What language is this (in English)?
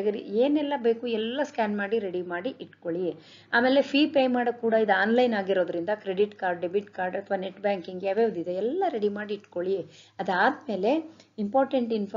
Kannada